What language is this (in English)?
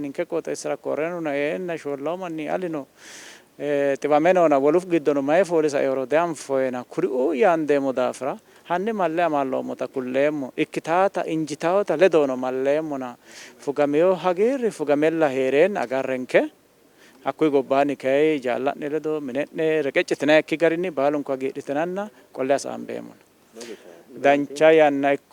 Sidamo